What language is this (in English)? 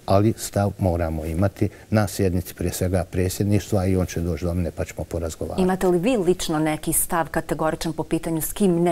Bosnian